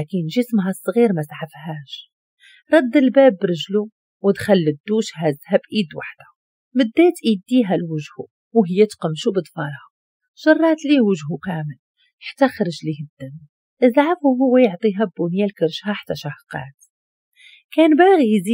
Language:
Moroccan Arabic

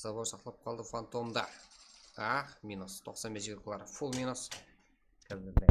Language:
Kara-Kalpak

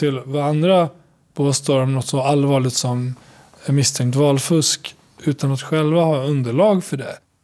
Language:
Swedish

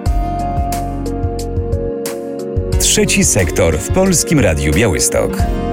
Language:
Polish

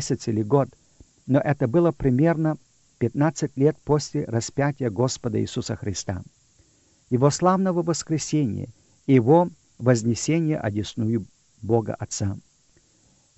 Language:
Russian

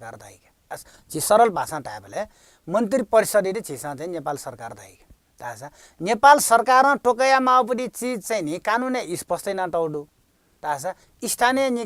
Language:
Newari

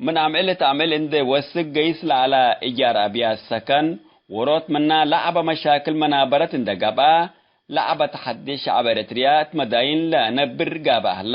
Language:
Tigre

